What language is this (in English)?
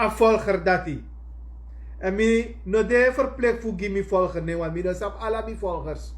Sranan Tongo